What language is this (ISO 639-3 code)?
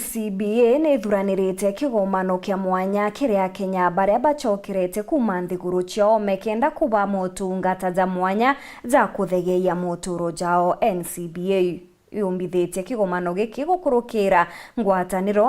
mer